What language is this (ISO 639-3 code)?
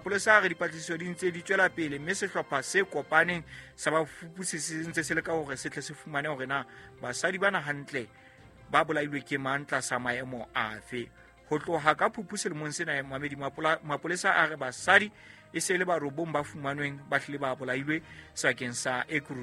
sot